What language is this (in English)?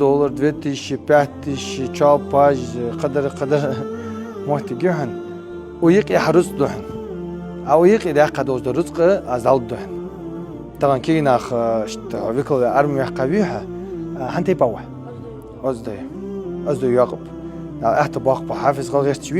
Ingush